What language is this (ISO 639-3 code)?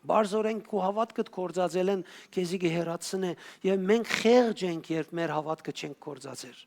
hyw